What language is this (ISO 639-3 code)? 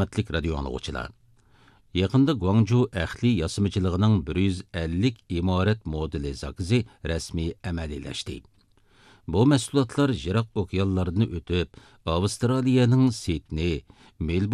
uig